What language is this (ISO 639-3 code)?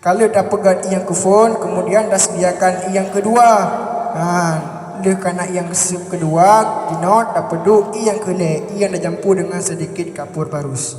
ace